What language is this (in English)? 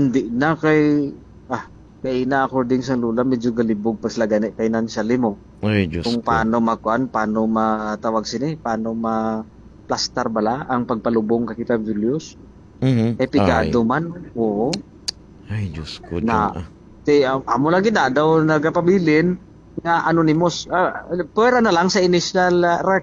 Hiligaynon